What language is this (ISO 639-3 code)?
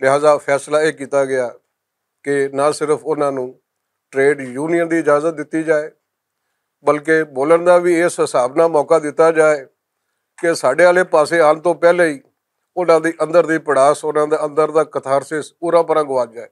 lah